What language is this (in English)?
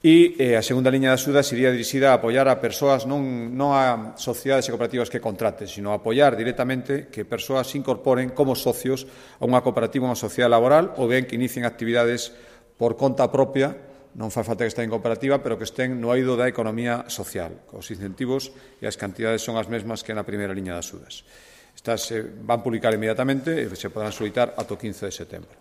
Galician